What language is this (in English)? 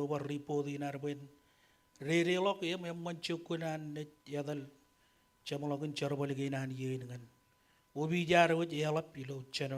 Marshallese